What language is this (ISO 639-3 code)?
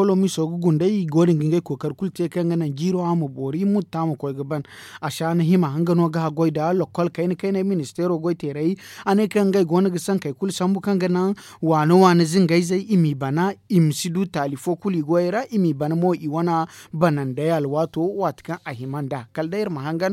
dje